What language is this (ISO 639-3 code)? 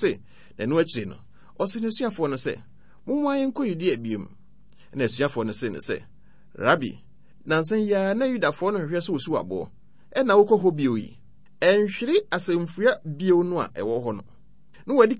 aka